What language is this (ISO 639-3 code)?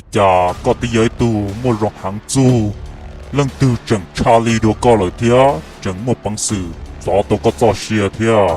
hmn